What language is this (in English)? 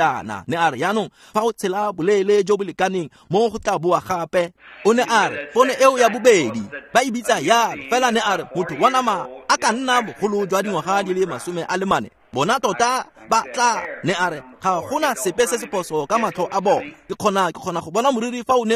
Tswana